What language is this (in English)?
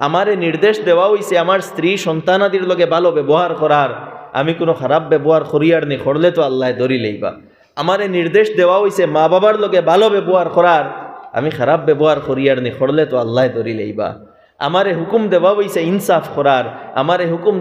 Sylheti